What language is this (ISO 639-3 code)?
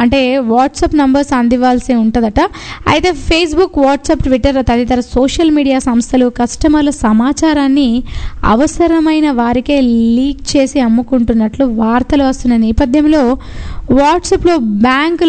tel